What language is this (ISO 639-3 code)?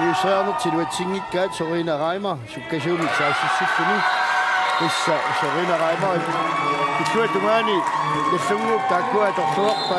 kal